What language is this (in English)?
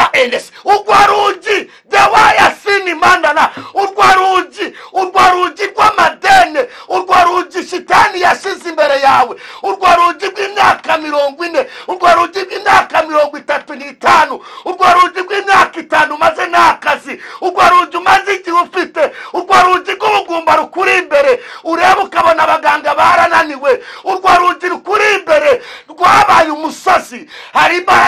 Kinyarwanda